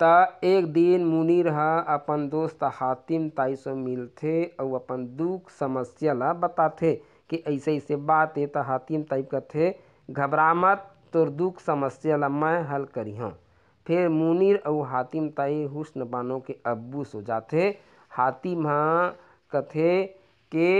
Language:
Chhattisgarhi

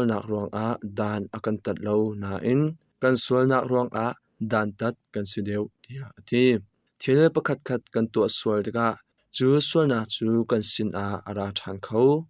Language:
Hakha Chin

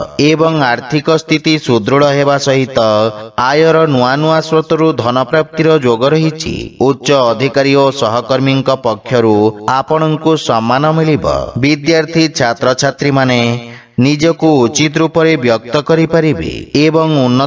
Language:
Odia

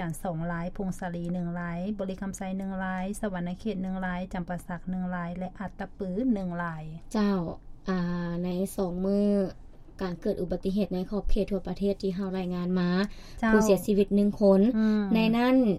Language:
Lao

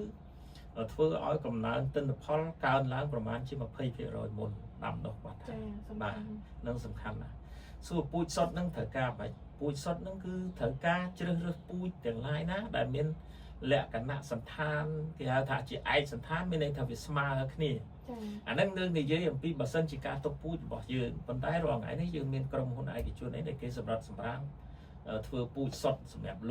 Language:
Khmer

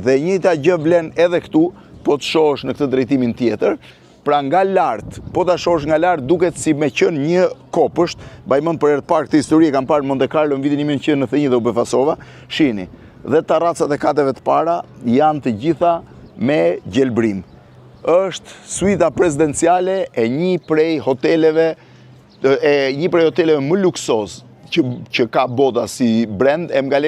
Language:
Albanian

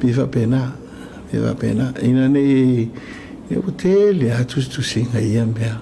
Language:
Samoan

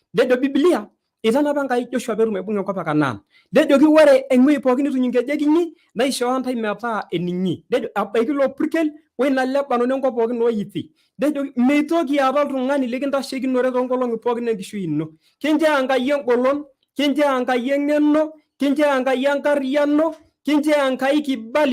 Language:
Masai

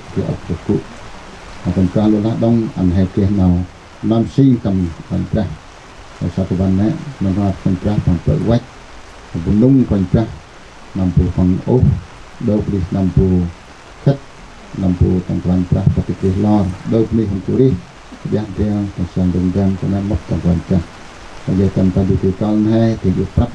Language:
Central Mnong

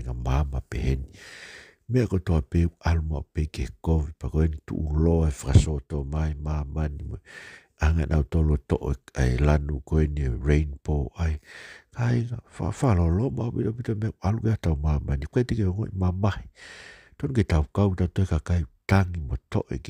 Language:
Tongan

